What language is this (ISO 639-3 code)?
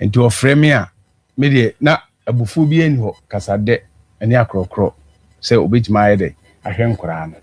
aka